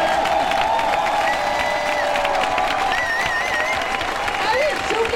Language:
French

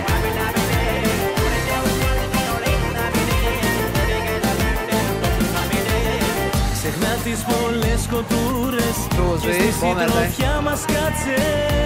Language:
Greek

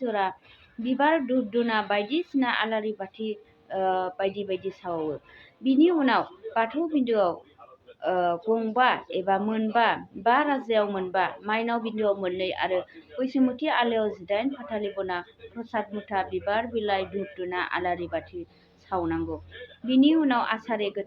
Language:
Bodo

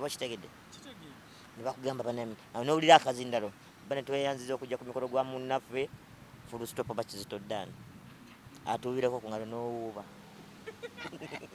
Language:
Ganda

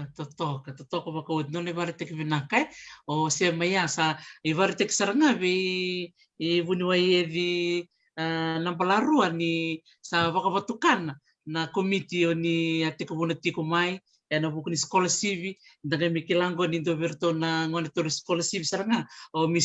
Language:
Fijian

